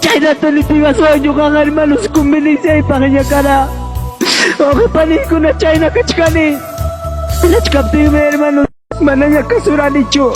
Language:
Ayacucho Quechua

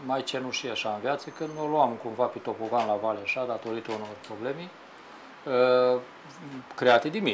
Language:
Romanian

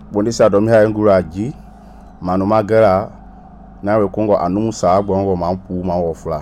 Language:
Mende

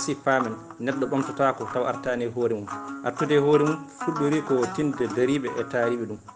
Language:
Fula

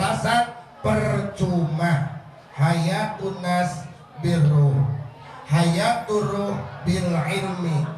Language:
Sundanese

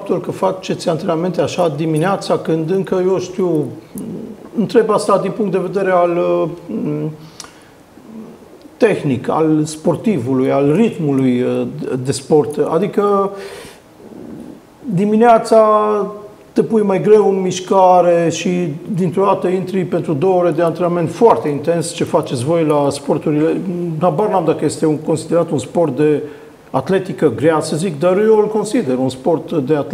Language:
Romanian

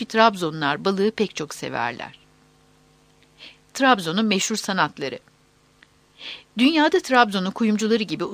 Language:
Turkish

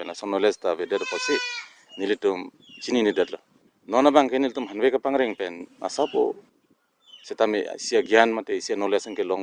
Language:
Karbi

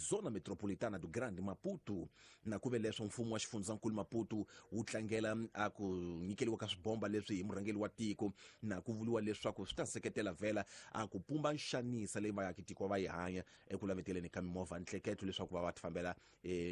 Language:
Tsonga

